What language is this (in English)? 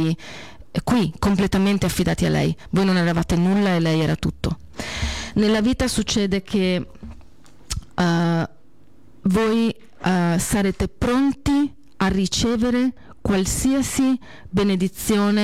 Italian